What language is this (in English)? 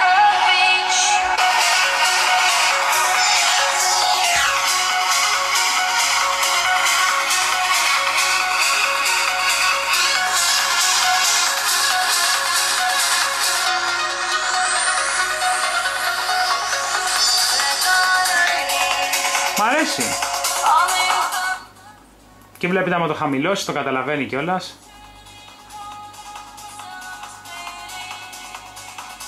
Greek